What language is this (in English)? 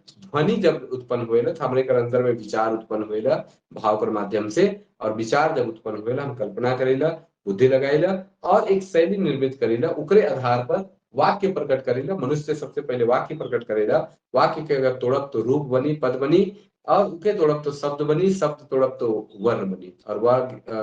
Sadri